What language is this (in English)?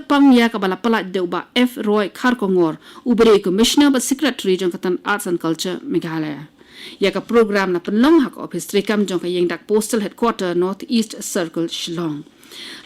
Khasi